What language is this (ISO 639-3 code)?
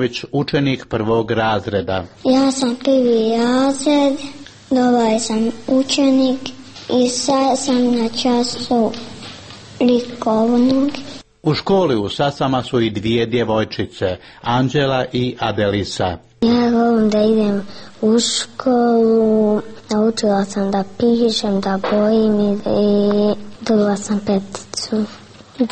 srp